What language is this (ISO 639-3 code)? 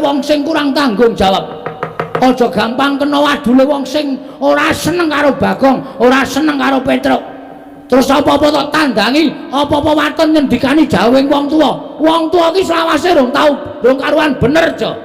jav